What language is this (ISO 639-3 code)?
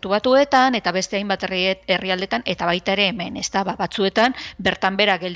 eus